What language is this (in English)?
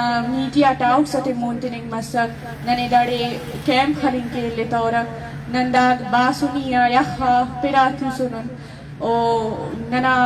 Eastern Balochi